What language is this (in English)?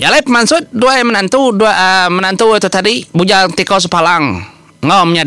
Iban